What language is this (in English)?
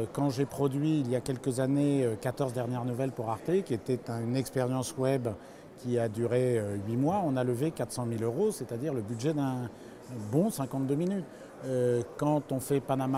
French